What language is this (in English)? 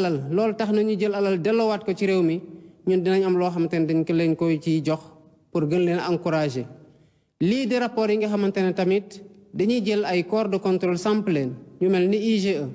Wolof